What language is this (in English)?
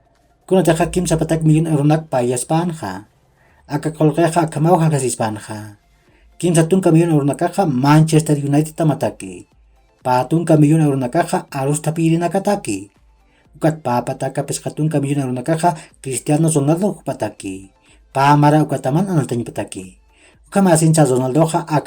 Aymara